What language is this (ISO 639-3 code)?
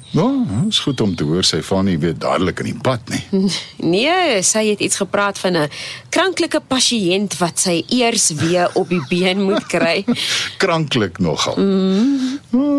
afr